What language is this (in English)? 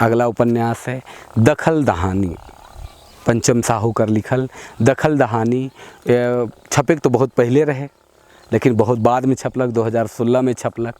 Sadri